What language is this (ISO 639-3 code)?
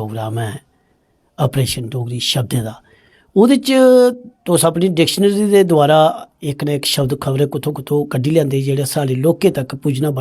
doi